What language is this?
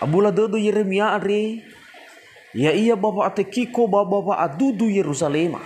Nias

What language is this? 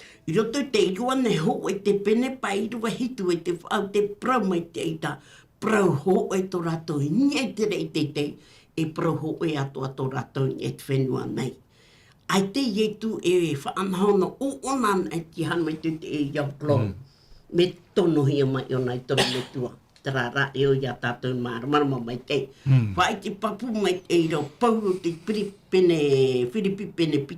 Tahitian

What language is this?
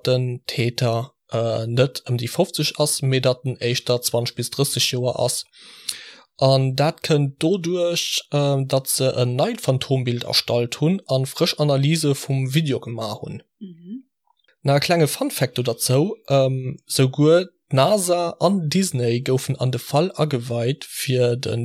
Luxembourgish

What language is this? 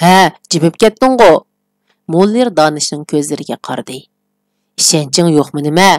Uyghur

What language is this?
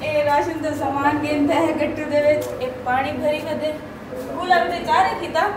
Saraiki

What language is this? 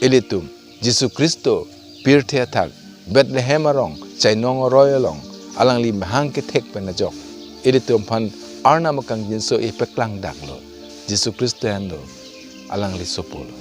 Karbi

